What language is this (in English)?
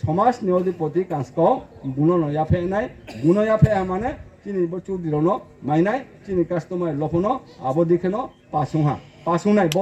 Riang (India)